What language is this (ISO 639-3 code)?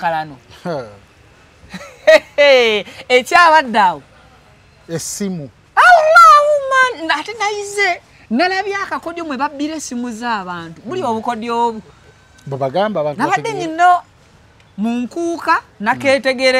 lug